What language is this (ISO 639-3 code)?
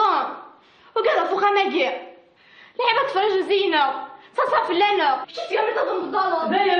kab